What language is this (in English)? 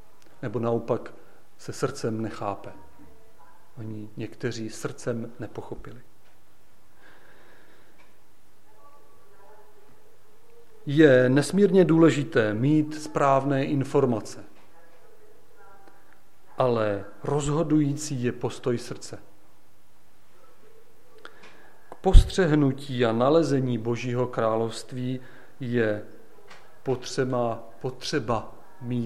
Czech